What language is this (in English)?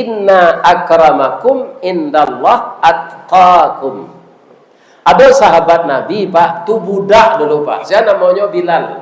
Minangkabau